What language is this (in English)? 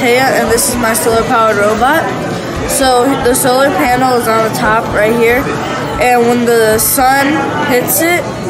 English